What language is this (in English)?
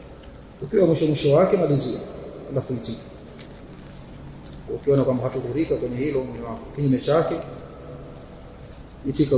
Swahili